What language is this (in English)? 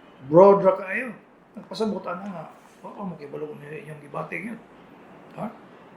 Cebuano